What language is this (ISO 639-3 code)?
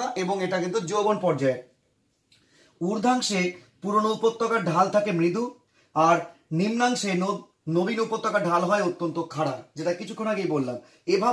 ben